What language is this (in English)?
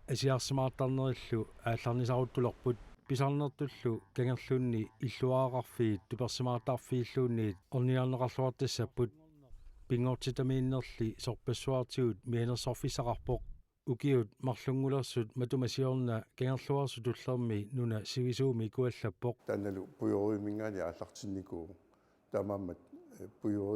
Kalaallisut